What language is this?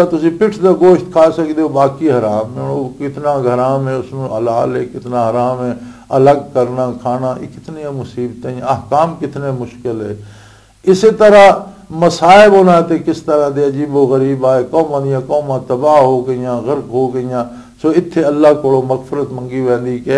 Western Panjabi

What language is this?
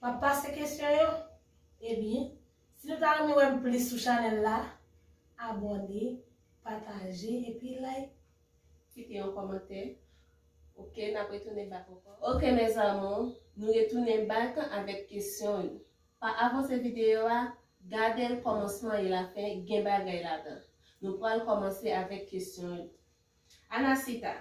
Haitian Creole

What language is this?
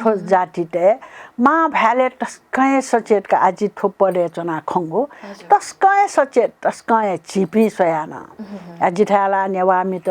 Newari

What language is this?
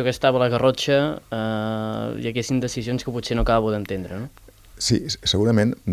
Catalan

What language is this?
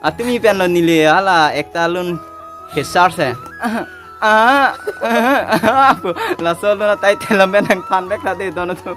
Karbi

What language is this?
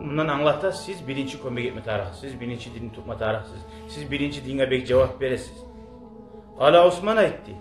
Kumyk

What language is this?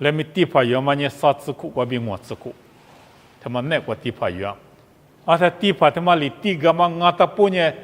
Lisu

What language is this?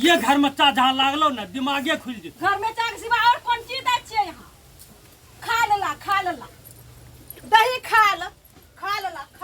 Maithili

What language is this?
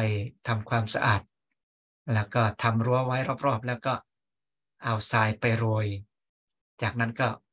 Thai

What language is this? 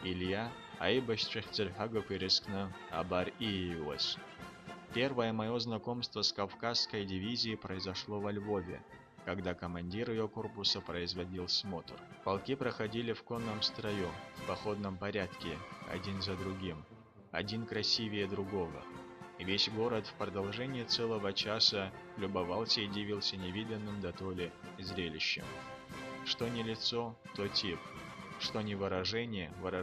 Abkhazian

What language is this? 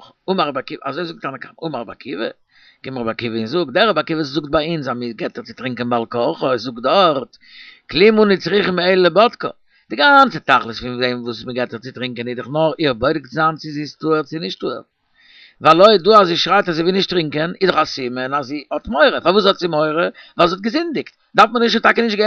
Yiddish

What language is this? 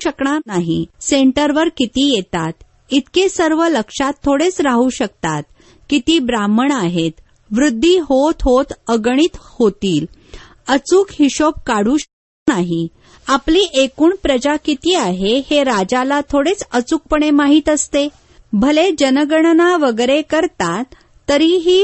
Marathi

